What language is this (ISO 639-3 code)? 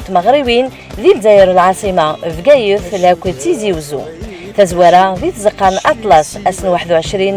kab